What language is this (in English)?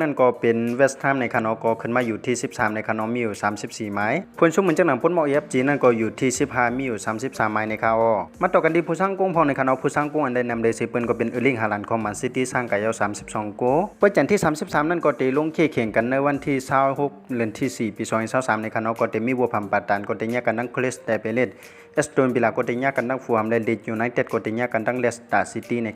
Shan